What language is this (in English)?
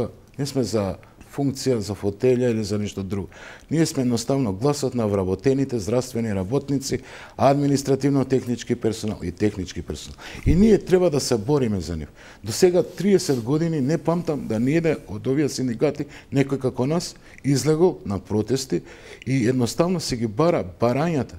Macedonian